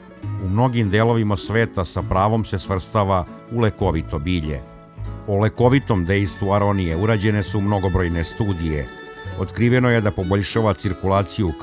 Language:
Serbian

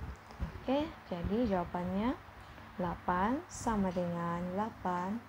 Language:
Malay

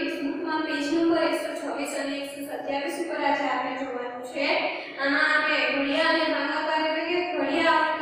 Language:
Gujarati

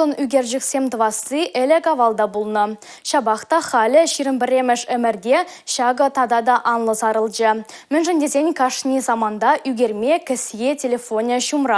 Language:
Chuvash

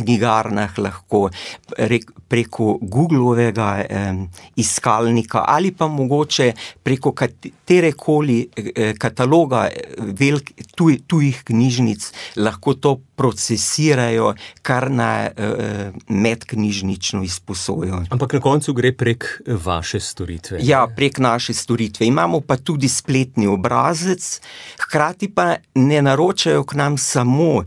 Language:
Slovenian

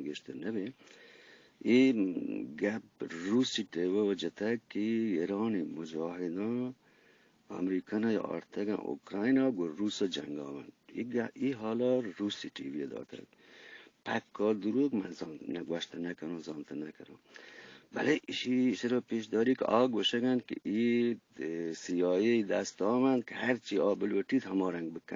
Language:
Eastern Balochi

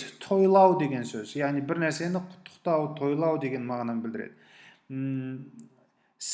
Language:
Kazakh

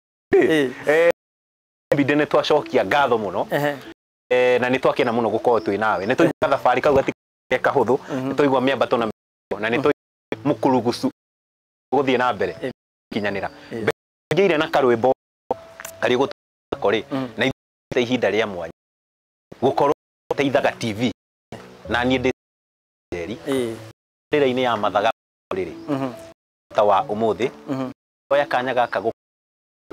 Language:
Kikuyu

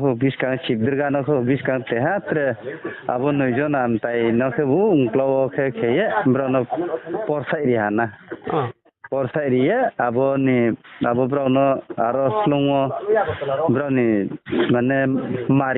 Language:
Riang (India)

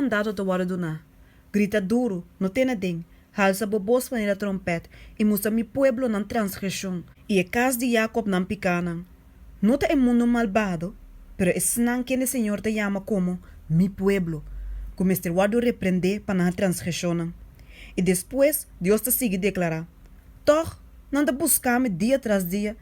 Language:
Papiamento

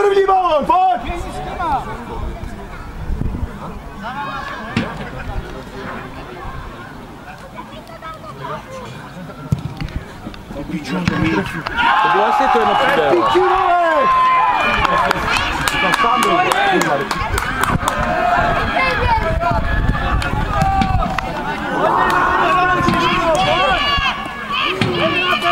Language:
Czech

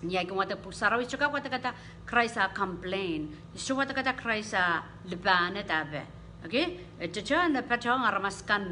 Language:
Pohnpeian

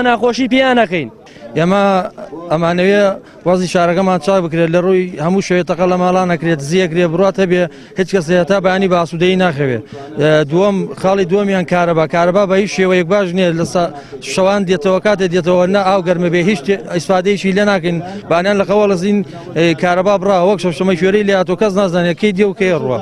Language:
Central Kurdish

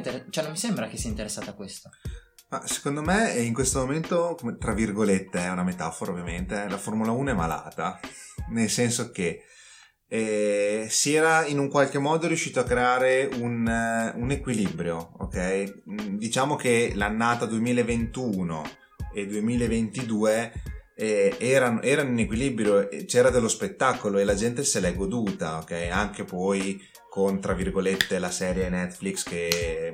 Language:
Italian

